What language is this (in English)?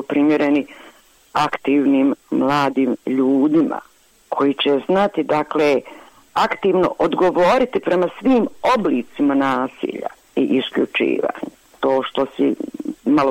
Croatian